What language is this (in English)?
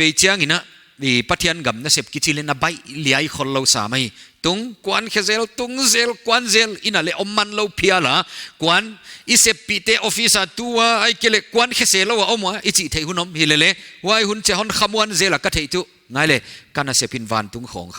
Paite Chin